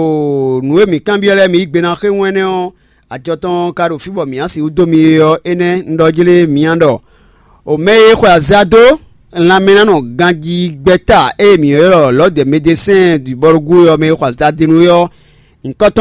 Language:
Fon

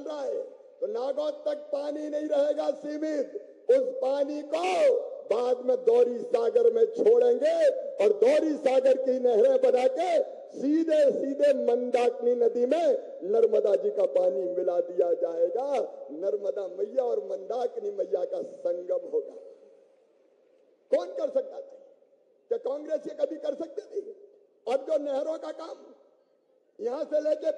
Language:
Hindi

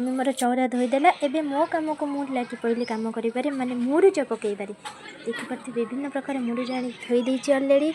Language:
Odia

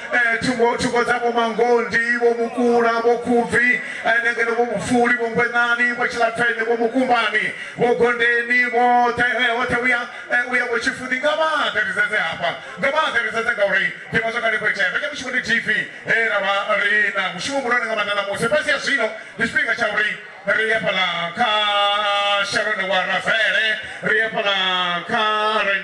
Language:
Venda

